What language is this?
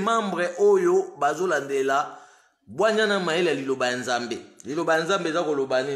Lingala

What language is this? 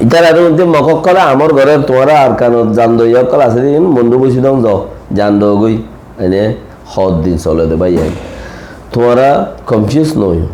Rohingya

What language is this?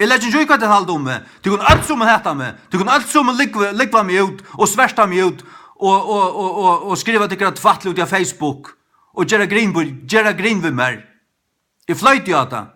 Faroese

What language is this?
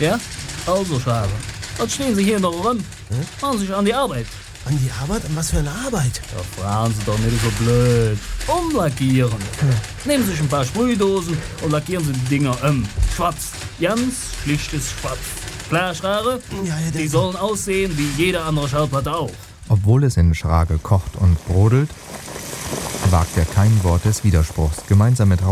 German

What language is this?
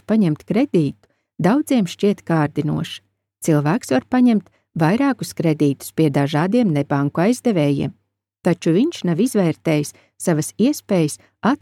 Latvian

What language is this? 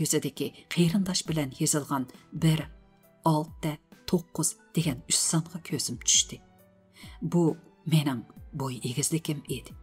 Uyghur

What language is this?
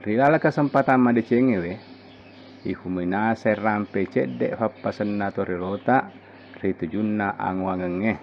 Buginese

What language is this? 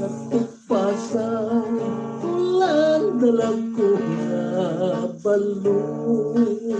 Hiligaynon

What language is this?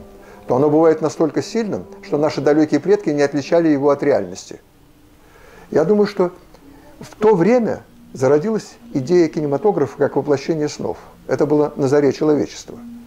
Russian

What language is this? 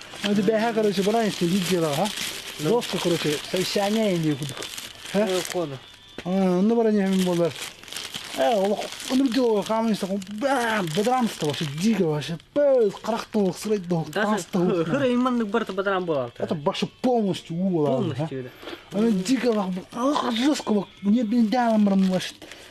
Yakut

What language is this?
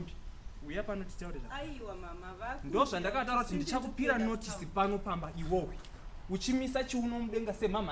Shona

